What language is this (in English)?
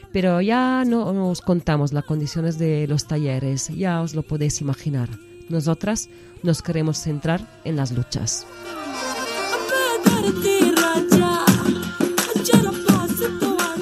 Spanish